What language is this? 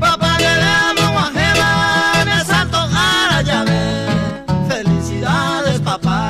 Guarani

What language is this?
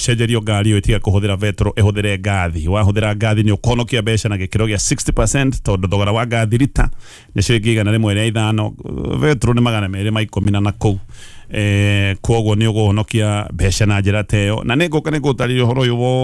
Kikuyu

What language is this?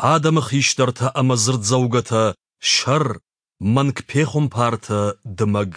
Ossetic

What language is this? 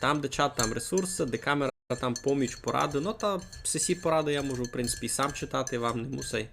Rusyn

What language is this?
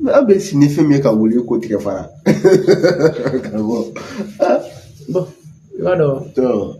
Bambara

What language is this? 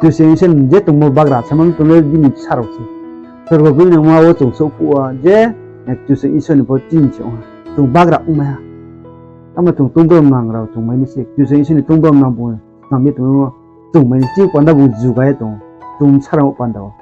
Riang (India)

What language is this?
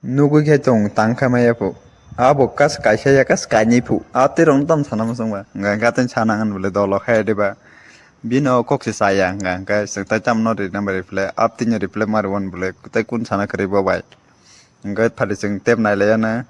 Kok Borok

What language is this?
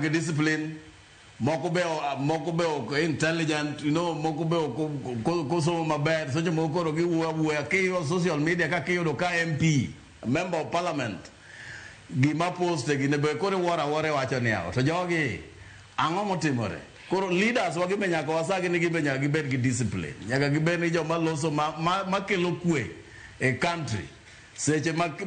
Luo (Kenya and Tanzania)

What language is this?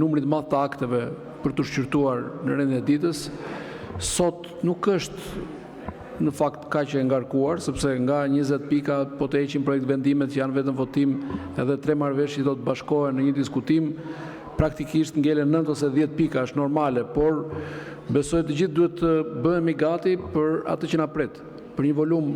Albanian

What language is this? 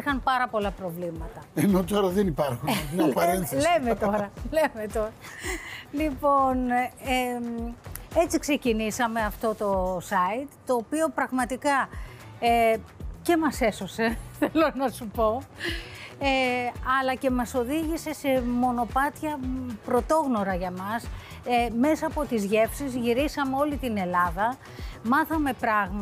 Greek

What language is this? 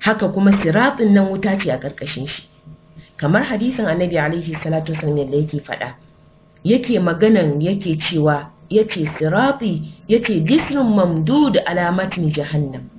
Hausa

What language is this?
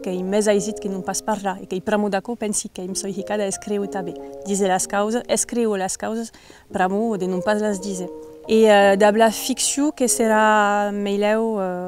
Occitan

